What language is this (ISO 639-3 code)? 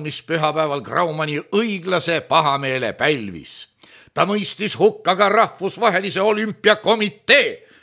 est